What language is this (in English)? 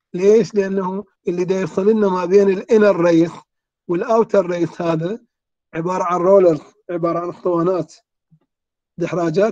Mesopotamian Arabic